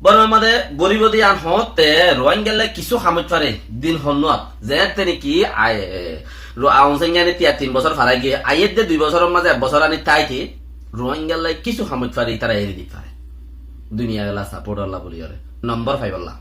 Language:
Rohingya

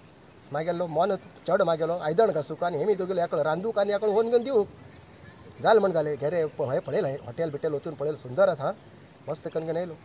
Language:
Konkani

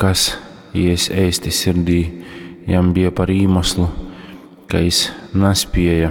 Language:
Latgalian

